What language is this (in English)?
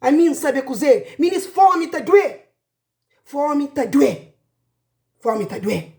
Kabuverdianu